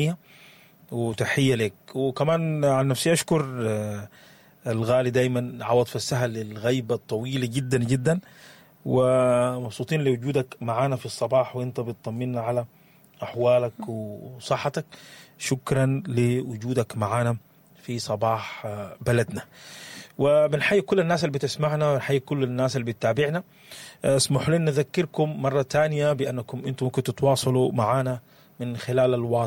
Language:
Sudanese Arabic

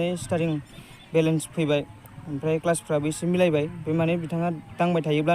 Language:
Bodo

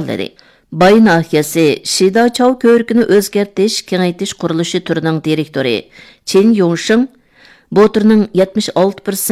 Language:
Uyghur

